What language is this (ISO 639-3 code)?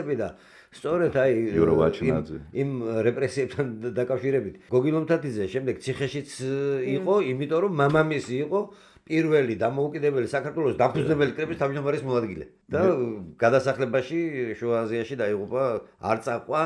kat